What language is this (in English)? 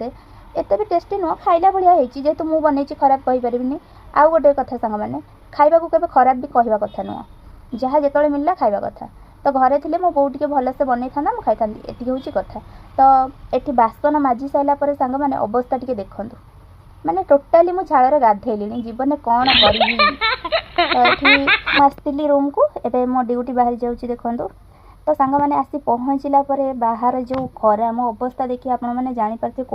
Odia